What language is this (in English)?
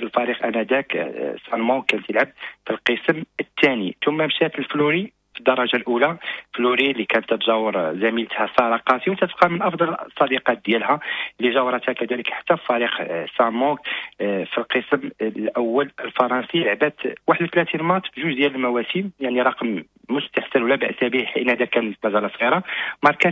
Moroccan Arabic